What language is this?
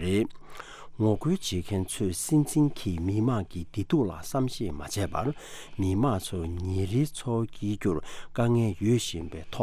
Tibetan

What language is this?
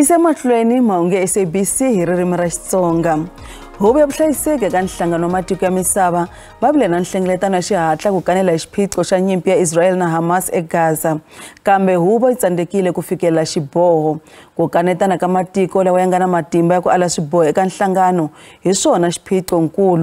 Tsonga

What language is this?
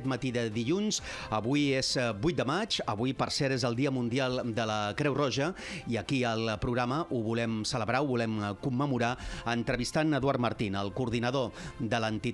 Catalan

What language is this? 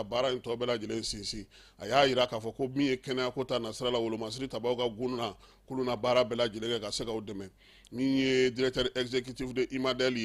Bambara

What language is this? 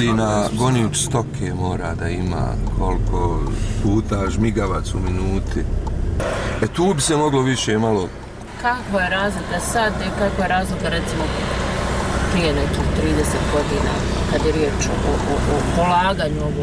Bosnian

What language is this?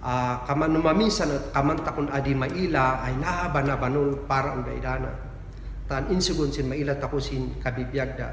Kankanaey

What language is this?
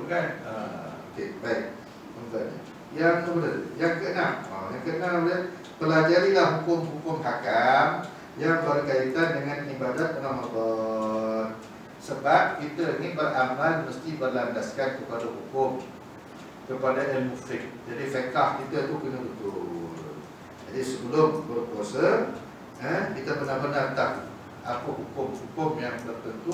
Malay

